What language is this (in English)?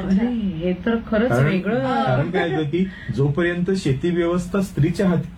Marathi